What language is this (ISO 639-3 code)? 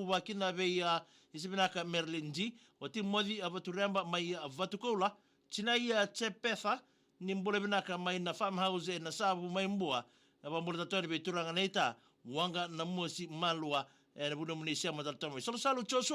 fij